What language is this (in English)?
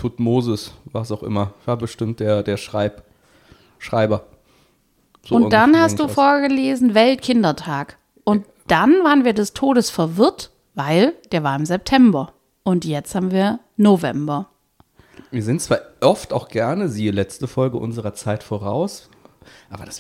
German